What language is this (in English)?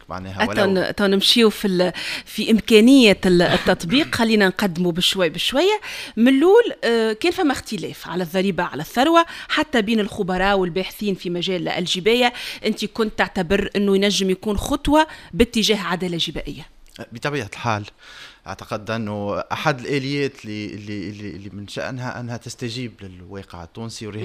Tunisian Arabic